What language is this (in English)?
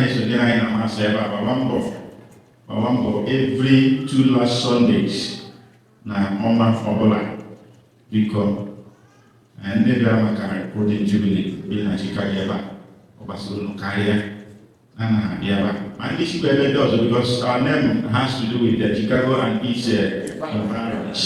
Igbo